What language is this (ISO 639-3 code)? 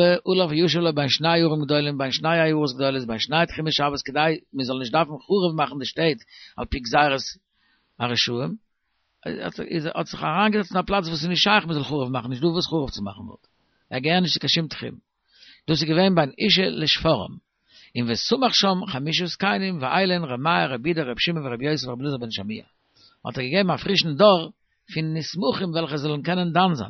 yid